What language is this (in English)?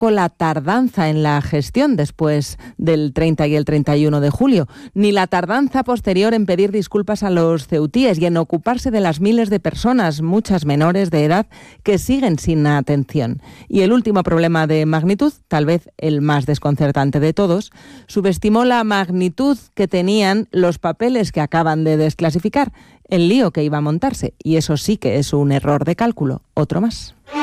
Spanish